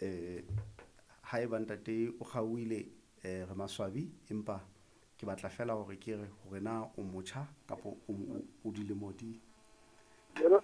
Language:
Southern Sotho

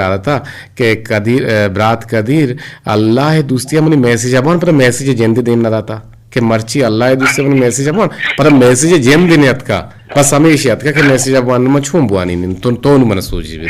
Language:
Eastern Balochi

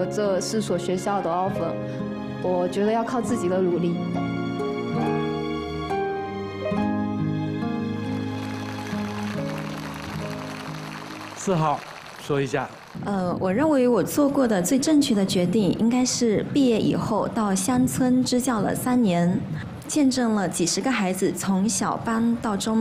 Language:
Chinese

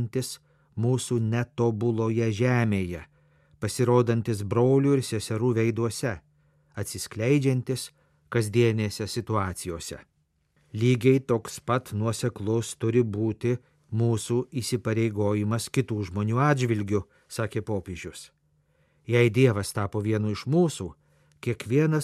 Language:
Lithuanian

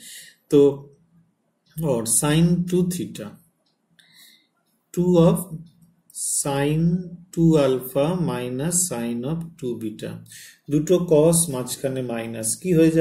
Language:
Bangla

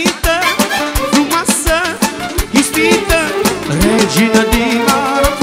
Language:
Romanian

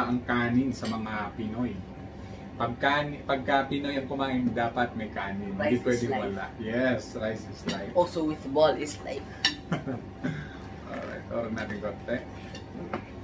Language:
Filipino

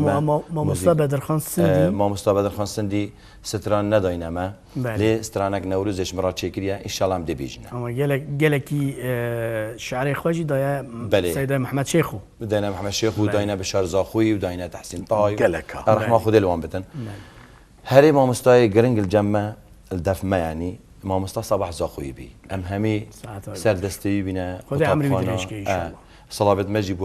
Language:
Kurdish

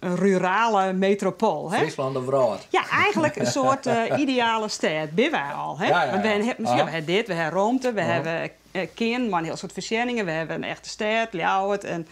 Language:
Western Frisian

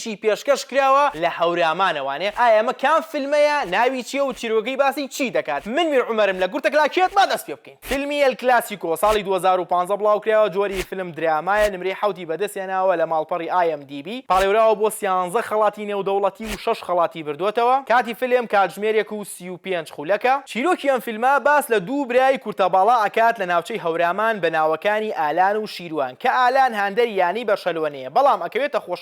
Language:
Central Kurdish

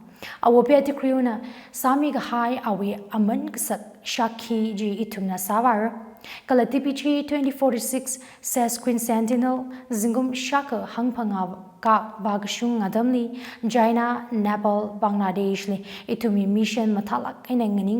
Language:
Tangkhul Naga (India)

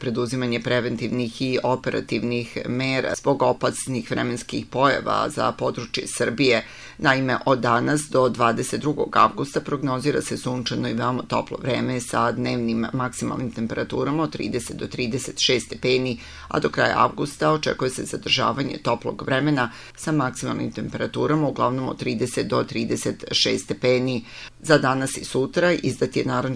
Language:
Serbian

